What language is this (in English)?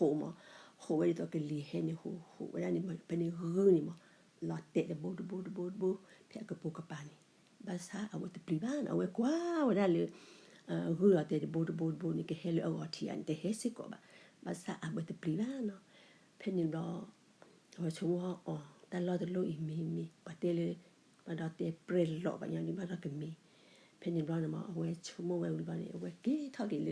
S'gaw Karen